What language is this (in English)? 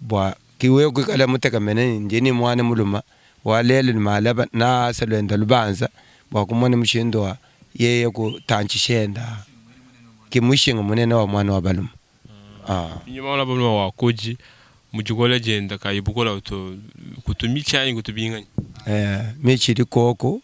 Luba-Lulua